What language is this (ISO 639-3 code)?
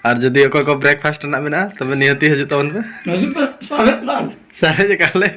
sat